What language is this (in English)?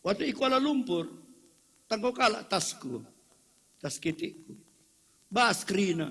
Batak Karo